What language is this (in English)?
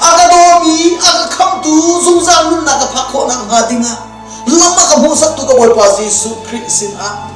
Hakha Chin